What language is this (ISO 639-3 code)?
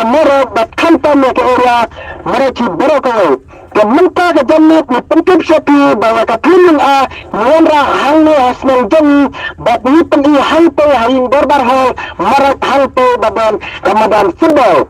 kha